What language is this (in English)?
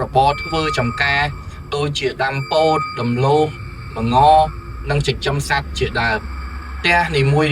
Khmer